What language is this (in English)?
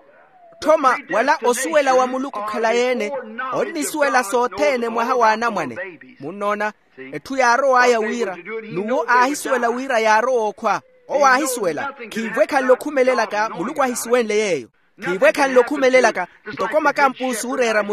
Makhuwa